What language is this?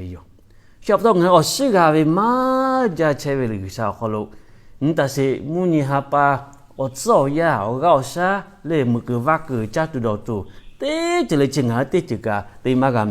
Lahu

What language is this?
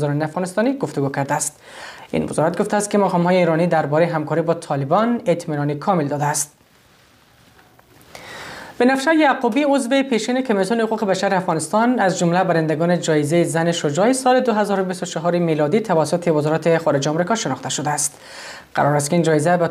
Persian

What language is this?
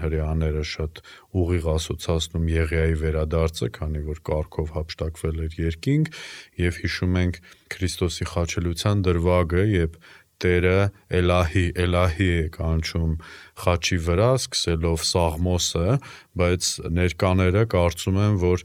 Armenian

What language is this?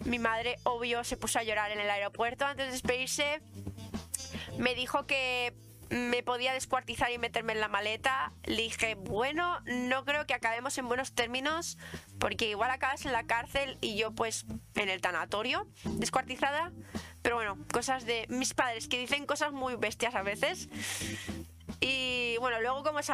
Spanish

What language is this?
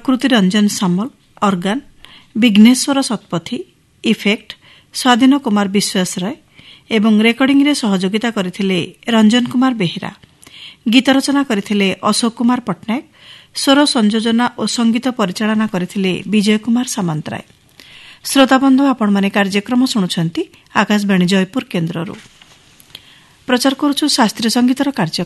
Odia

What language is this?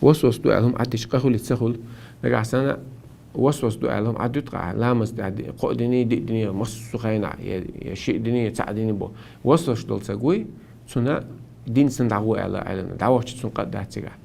Chechen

